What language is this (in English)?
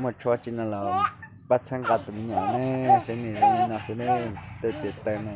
Hmong